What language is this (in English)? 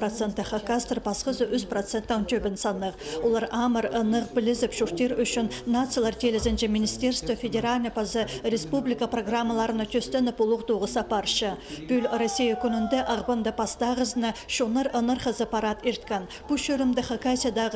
Khakas